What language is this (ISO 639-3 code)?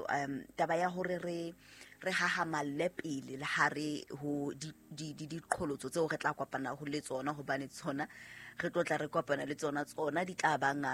sot